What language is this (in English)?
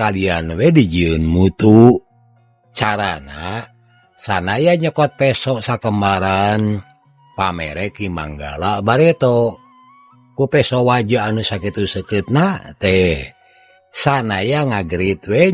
Sundanese